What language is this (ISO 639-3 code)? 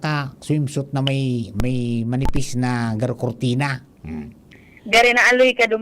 bik